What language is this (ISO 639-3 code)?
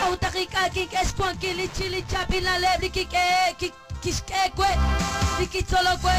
kek